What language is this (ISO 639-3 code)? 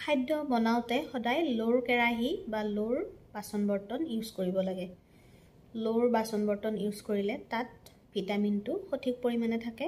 asm